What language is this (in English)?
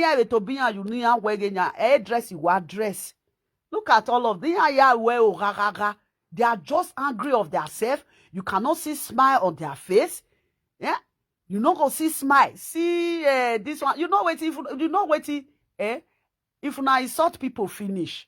Nigerian Pidgin